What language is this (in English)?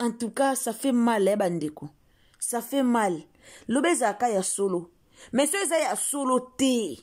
Lingala